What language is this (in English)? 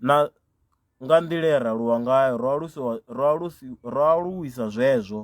Venda